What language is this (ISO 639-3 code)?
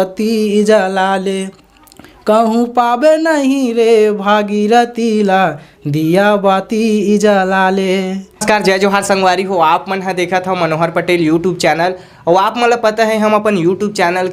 hne